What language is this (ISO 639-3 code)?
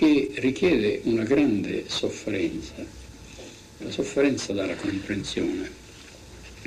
ita